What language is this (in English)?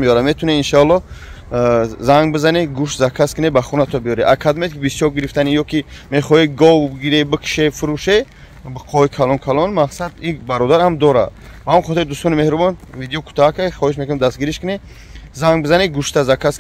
Tajik